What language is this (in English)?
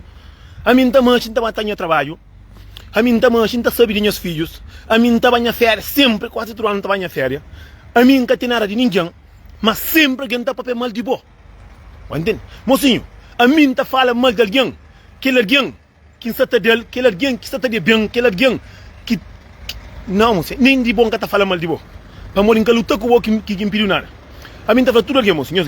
Kabuverdianu